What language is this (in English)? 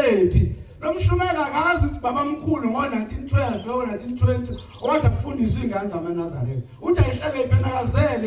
Zulu